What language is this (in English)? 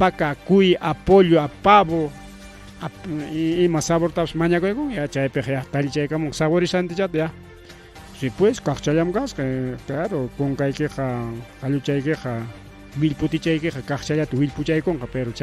Ayacucho Quechua